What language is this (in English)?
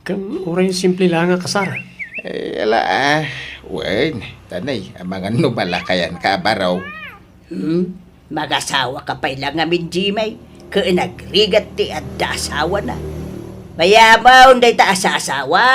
Iloko